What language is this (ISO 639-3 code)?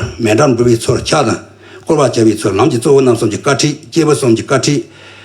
bod